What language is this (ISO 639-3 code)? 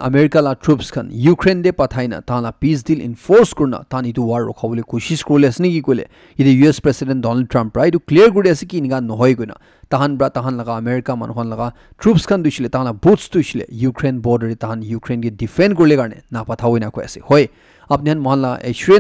nag